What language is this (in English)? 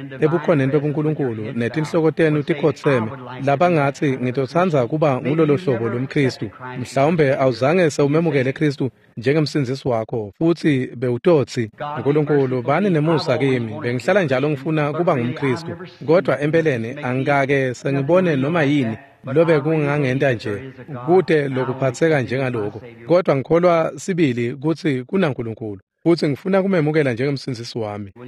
Swati